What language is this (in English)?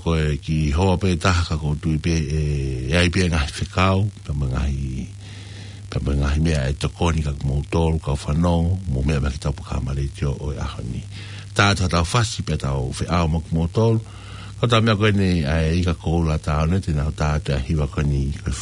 Tongan